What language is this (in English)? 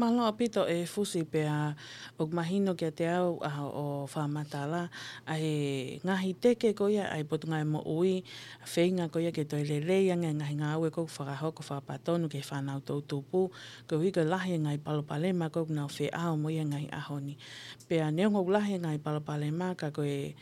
Tongan